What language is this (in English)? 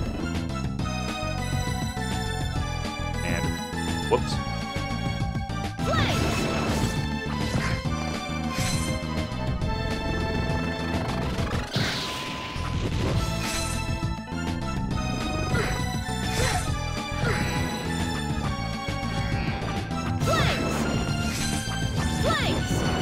English